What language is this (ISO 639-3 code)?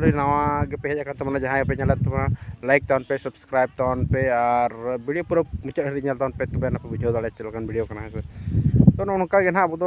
sat